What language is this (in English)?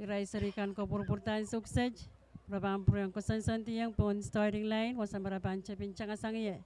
Pohnpeian